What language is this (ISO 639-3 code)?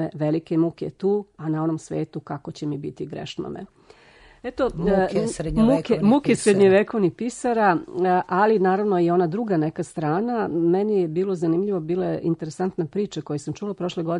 srp